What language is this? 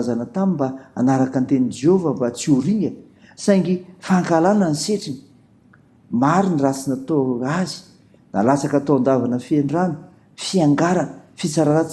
Malagasy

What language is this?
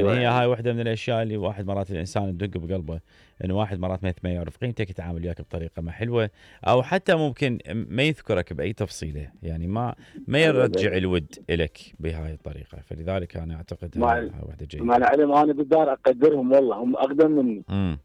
Mesopotamian Arabic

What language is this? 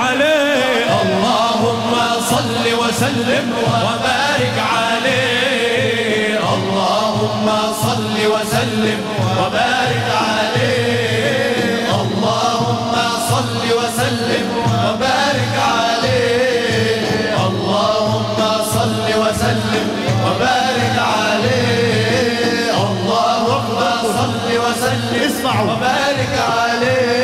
Arabic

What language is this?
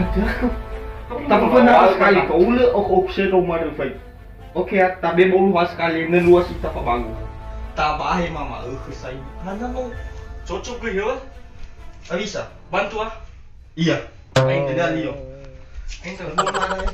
Nias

